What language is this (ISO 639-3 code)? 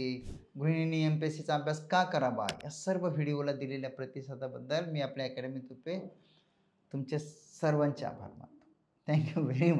mar